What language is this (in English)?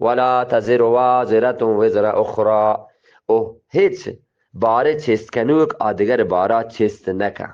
Eastern Balochi